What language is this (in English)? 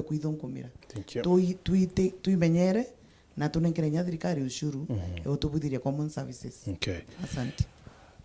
Meru